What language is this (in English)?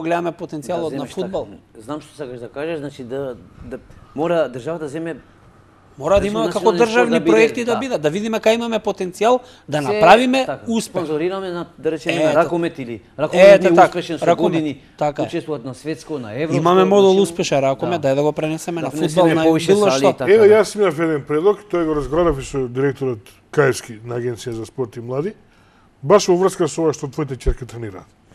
Macedonian